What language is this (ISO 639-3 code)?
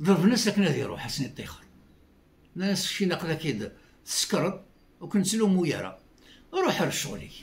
kab